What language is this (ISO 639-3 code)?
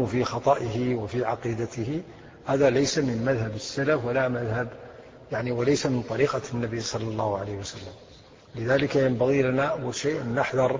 ara